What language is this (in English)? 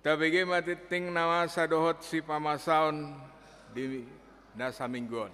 Batak Toba